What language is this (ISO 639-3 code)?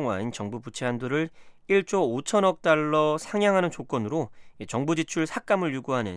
kor